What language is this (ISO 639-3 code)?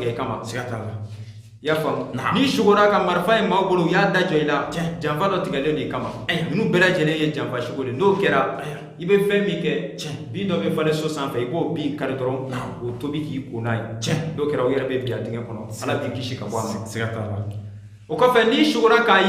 bam